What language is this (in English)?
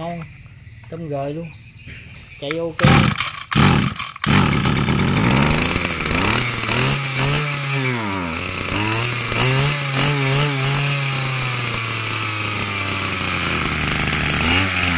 Vietnamese